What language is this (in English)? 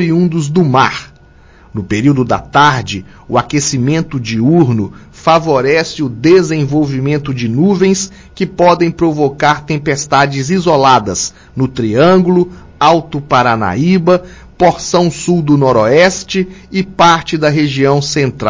Portuguese